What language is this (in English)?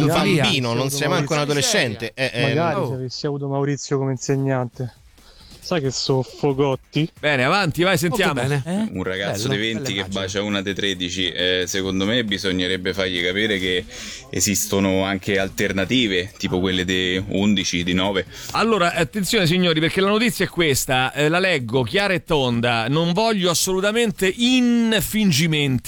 Italian